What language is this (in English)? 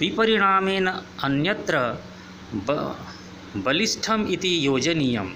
Sanskrit